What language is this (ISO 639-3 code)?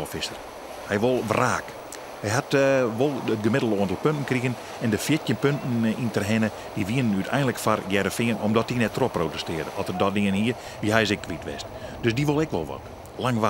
fry